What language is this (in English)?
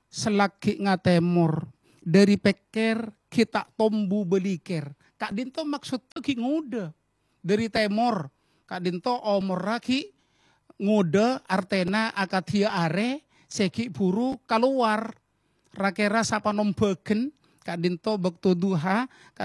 Madurese